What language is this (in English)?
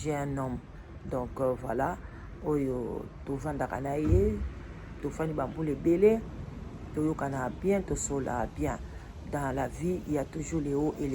Lingala